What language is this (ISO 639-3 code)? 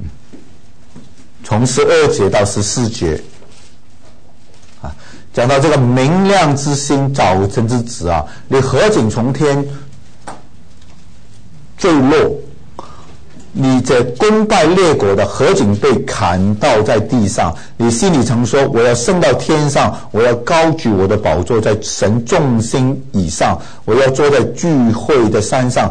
zho